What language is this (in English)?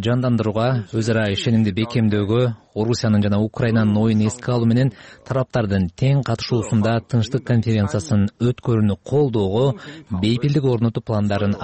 Kyrgyz